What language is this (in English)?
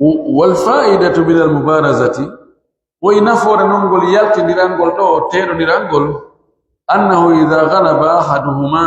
Pular